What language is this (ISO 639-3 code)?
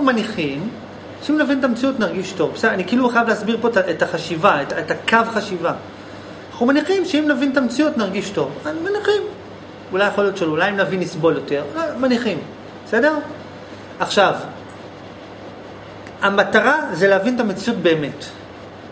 heb